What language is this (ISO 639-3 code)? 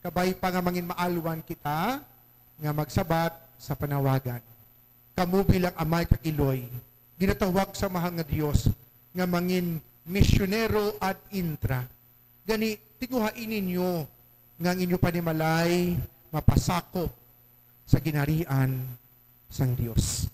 hil